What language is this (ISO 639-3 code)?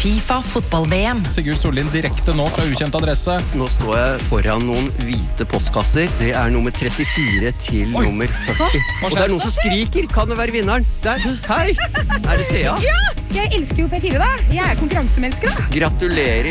nor